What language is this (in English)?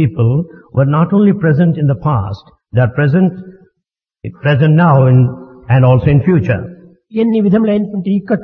Telugu